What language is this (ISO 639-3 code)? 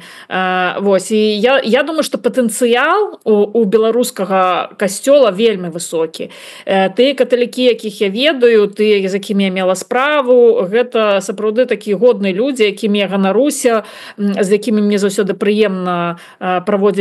bel